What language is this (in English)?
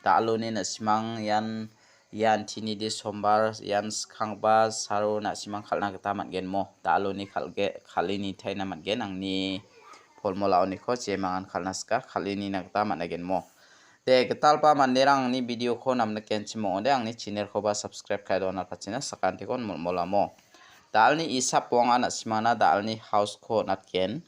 Garo